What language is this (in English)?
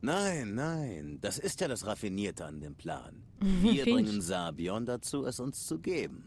Swiss German